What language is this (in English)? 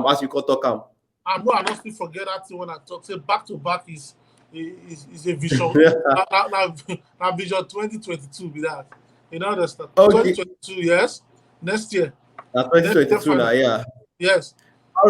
Nigerian Pidgin